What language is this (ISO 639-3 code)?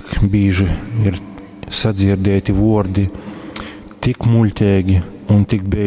ltg